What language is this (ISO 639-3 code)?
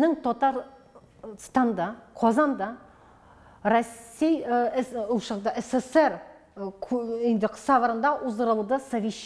tat